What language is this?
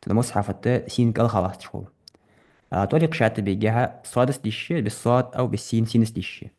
Ingush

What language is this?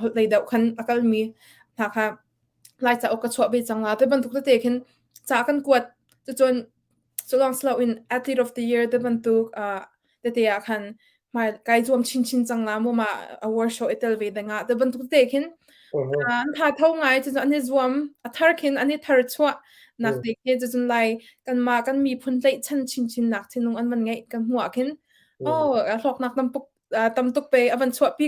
Hakha Chin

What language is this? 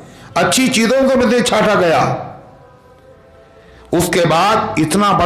Urdu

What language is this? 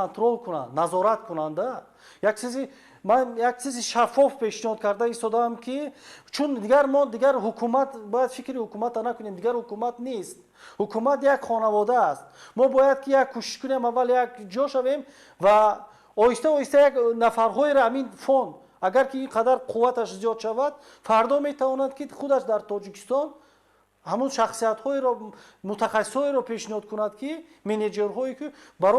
Tajik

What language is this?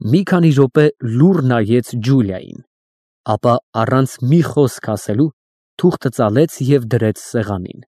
Armenian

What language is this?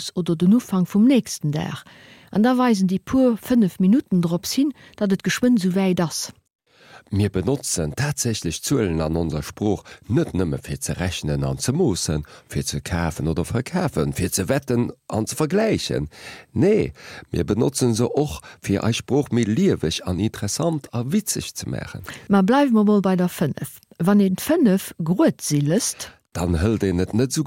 Luxembourgish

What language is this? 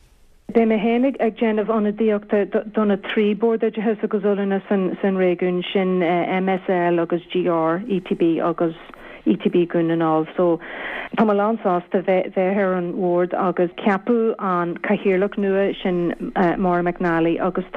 Irish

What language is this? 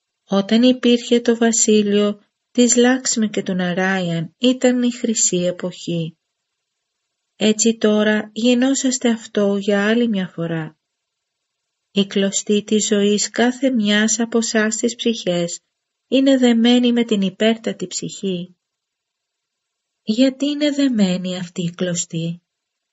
Greek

